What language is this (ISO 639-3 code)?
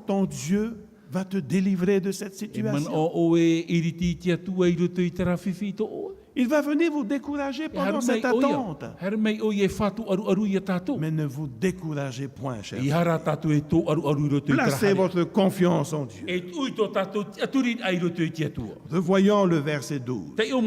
tah